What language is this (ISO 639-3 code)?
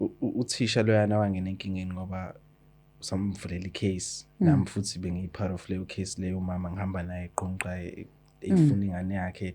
zul